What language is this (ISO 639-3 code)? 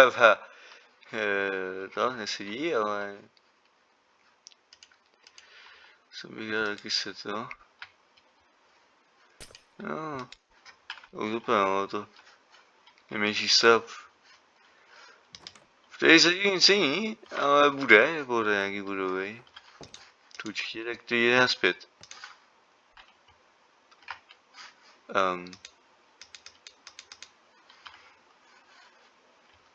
ces